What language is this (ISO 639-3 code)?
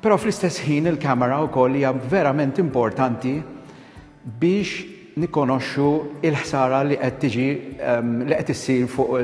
mlt